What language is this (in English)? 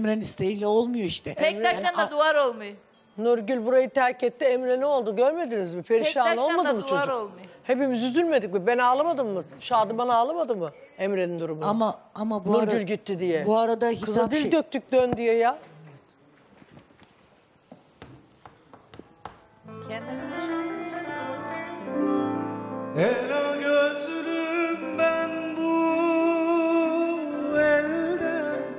Turkish